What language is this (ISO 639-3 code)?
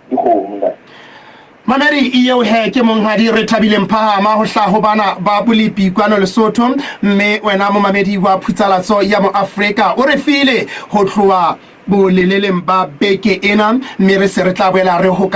sot